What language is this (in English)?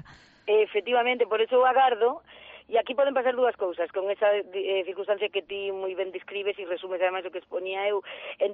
Galician